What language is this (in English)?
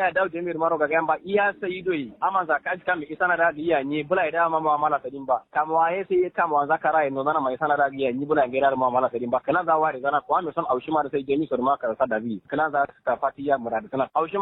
Kanuri